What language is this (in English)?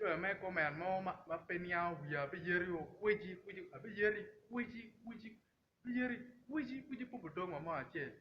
Acoli